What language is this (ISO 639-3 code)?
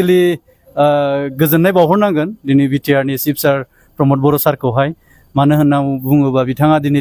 brx